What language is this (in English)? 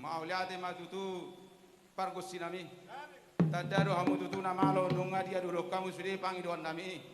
Batak Toba